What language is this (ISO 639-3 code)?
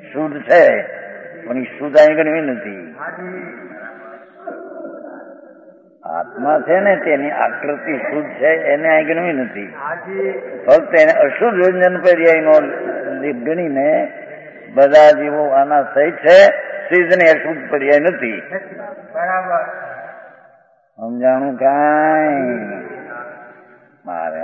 guj